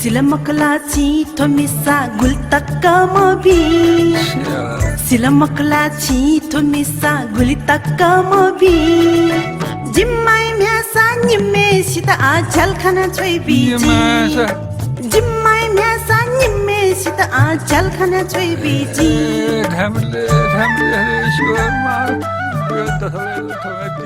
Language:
Newari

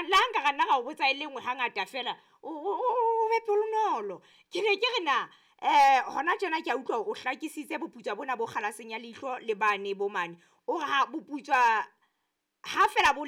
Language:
Southern Sotho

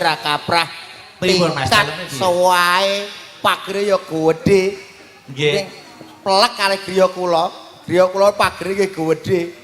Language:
Javanese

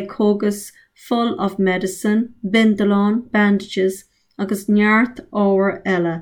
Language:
Irish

